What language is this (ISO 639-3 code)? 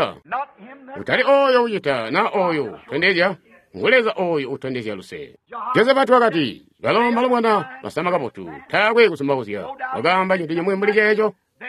toi